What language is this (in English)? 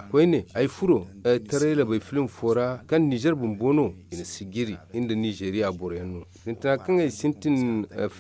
Zarma